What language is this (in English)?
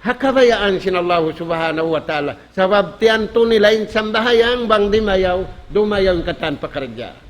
Tausug